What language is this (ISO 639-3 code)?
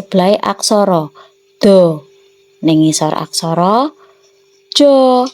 jav